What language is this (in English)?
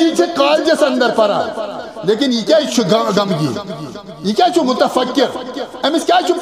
Kashmiri